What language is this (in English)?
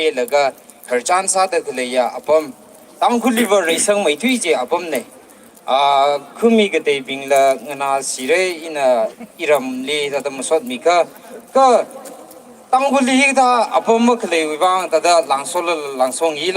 Tangkhul Naga (India)